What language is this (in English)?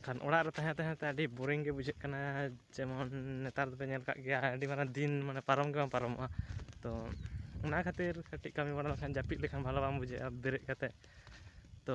Santali